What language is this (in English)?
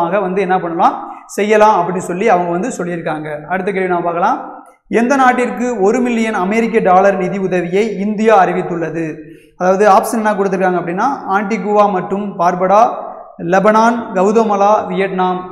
Tamil